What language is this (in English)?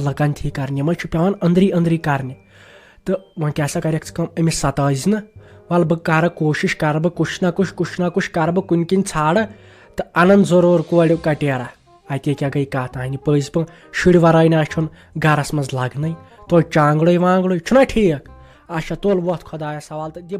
Kashmiri